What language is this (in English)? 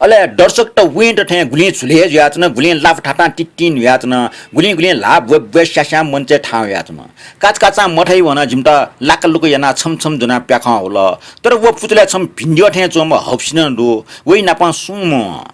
Newari